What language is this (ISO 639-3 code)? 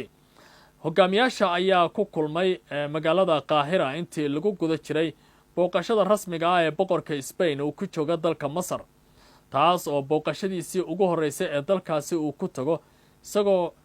som